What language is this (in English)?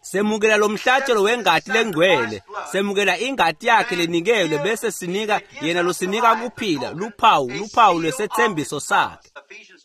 Swati